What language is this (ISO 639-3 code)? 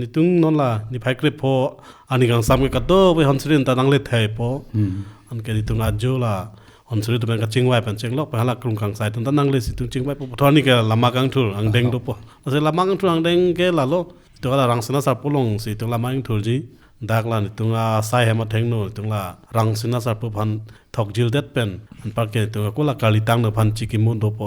mjw